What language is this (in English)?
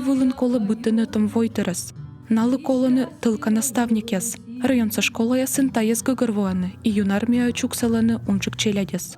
Komi